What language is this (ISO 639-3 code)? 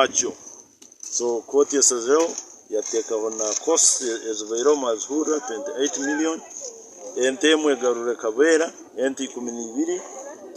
nyn